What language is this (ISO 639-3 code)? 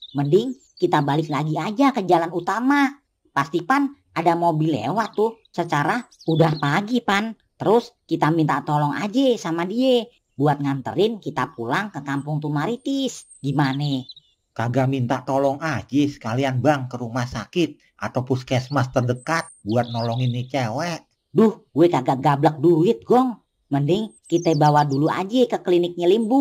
bew